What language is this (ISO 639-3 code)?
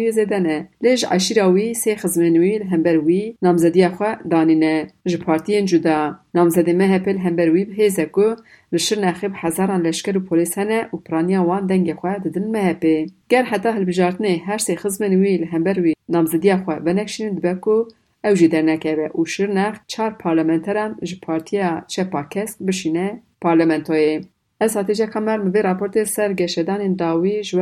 kur